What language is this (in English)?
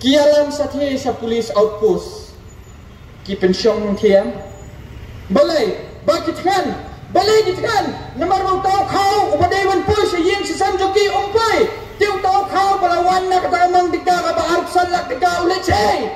Khasi